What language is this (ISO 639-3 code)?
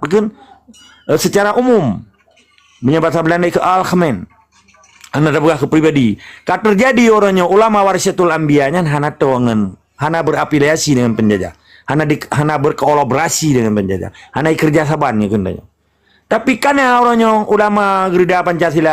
ace